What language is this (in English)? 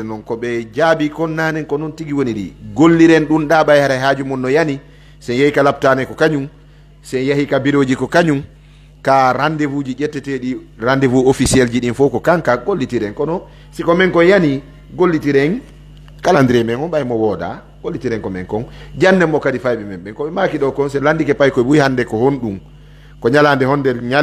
Pular